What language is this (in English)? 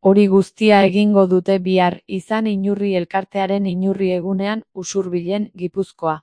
Basque